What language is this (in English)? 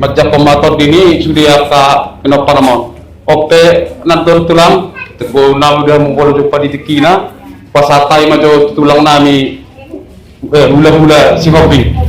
Batak Toba